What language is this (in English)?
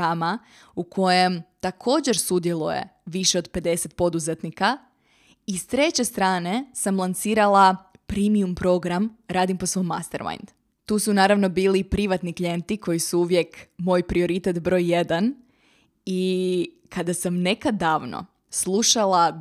Croatian